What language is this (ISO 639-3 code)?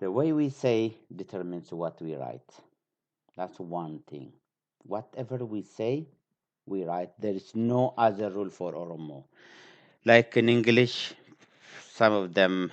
eng